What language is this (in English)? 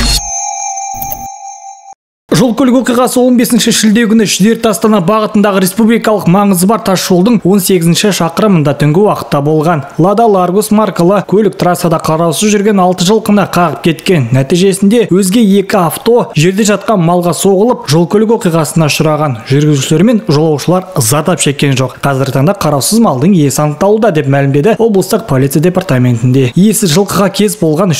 Kazakh